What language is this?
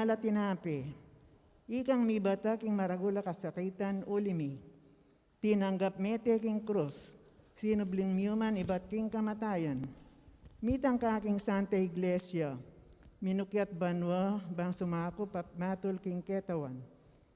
Pampanga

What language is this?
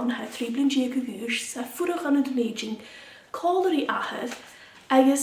Scottish Gaelic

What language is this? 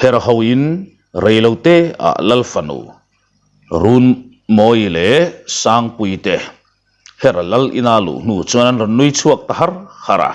Mizo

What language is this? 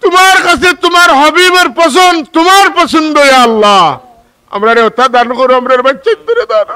Sylheti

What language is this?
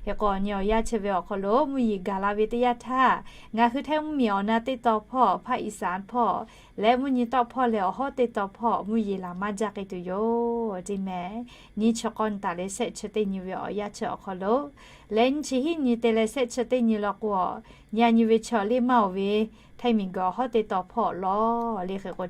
Lahu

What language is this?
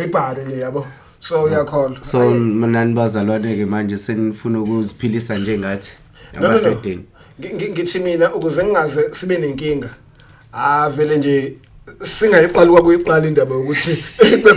Zulu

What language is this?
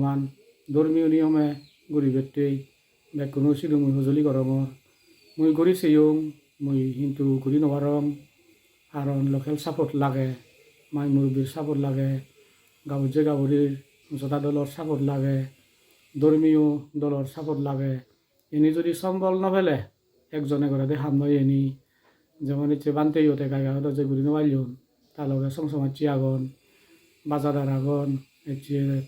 Chakma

